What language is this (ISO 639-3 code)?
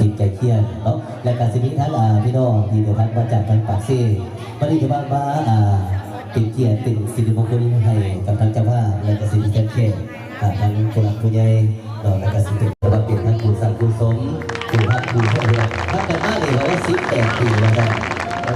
lao